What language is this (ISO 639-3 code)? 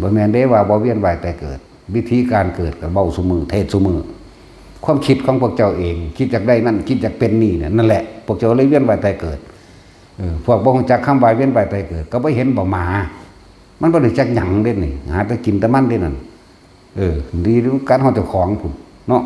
tts